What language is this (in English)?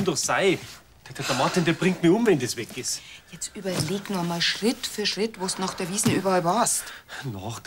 Bavarian